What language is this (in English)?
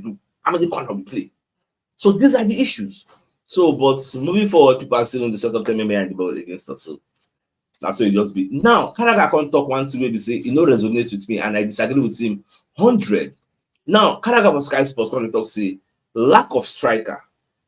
Nigerian Pidgin